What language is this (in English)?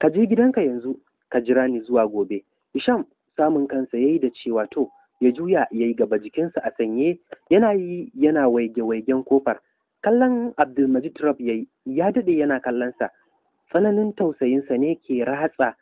Hausa